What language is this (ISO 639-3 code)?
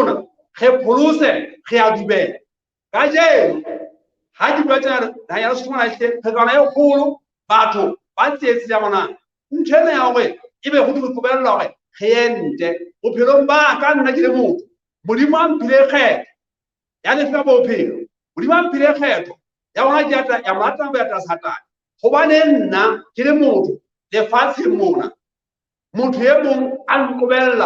sot